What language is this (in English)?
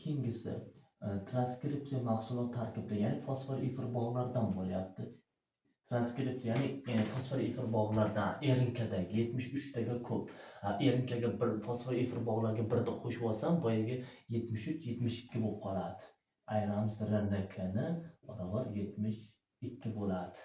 Uzbek